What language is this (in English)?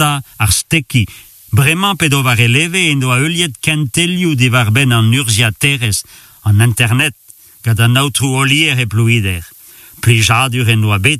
Breton